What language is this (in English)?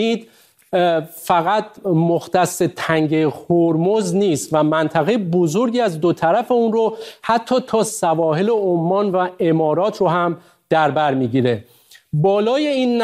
Persian